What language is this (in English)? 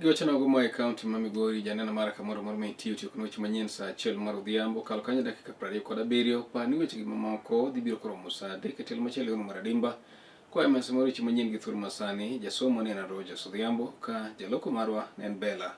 Luo (Kenya and Tanzania)